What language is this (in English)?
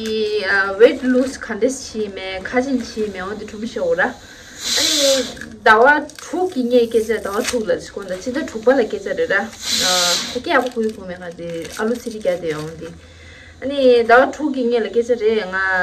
Tibetan